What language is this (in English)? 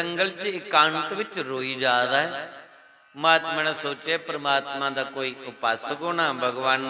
Dogri